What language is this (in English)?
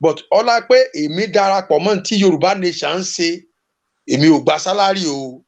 Yoruba